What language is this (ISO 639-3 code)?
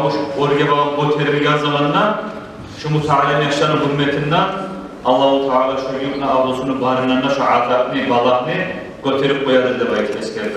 kum